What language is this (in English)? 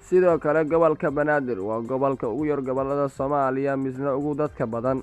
Somali